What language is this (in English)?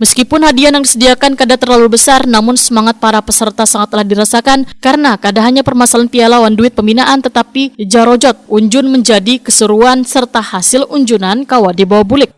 Banjar